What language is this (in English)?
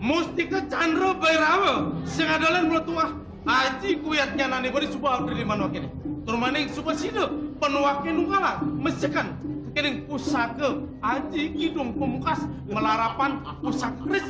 Balinese